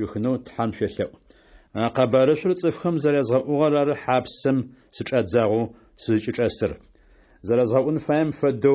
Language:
Adyghe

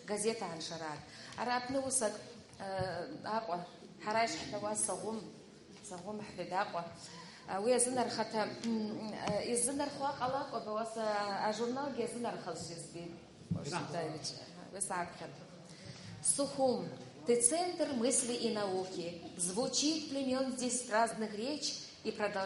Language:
Abkhazian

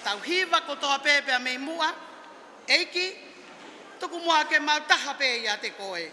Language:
Tongan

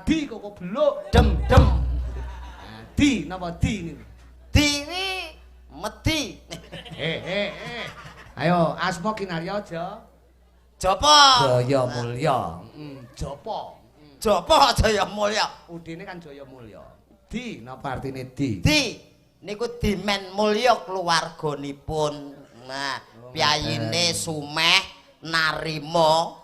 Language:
Javanese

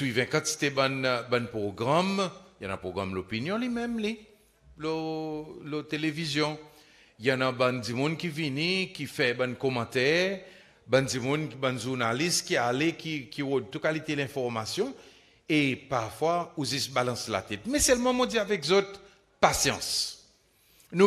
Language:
Seselwa Creole French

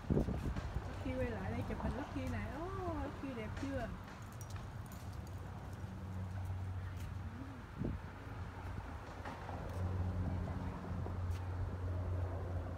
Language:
Vietnamese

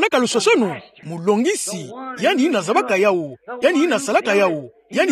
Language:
Kituba (Democratic Republic of Congo)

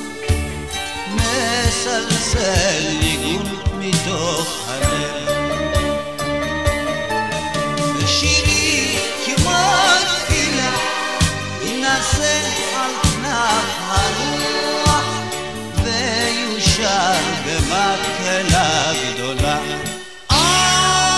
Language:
Hebrew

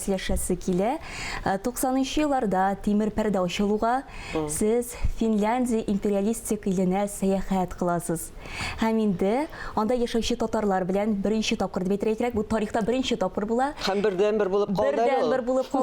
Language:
Tatar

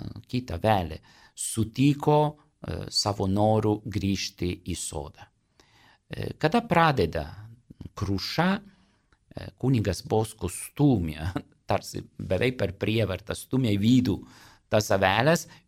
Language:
Lithuanian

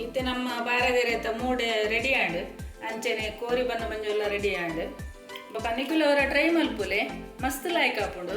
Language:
Tulu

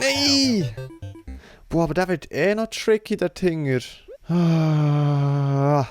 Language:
Swiss German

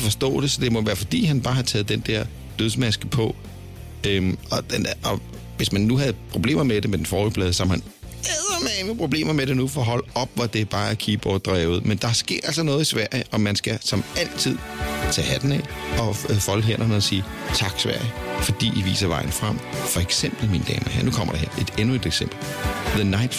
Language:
Danish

